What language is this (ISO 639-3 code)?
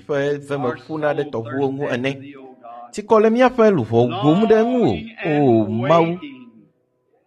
ewe